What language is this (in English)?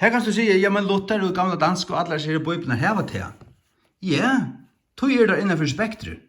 Faroese